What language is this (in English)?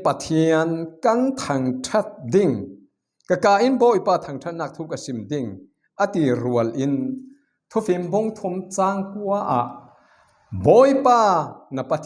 Falam Chin